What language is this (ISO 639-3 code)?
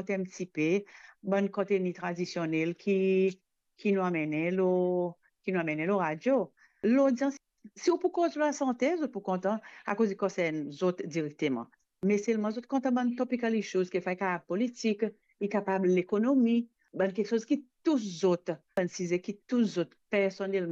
mfe